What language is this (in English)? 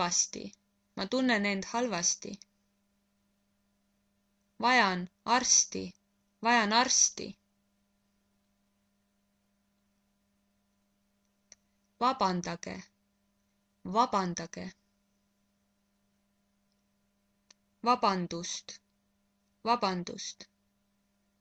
Estonian